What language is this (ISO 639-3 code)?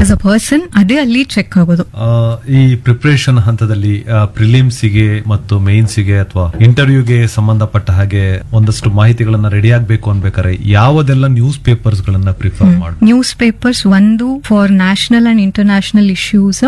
kan